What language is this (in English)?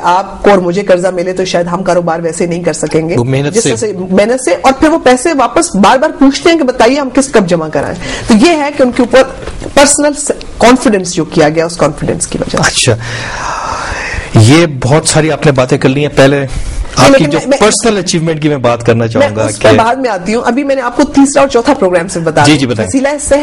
Urdu